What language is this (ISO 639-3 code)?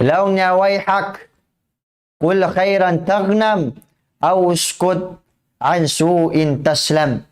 tsg